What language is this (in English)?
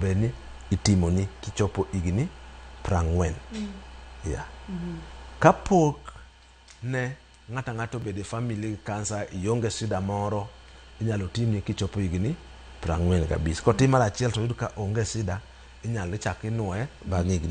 Luo (Kenya and Tanzania)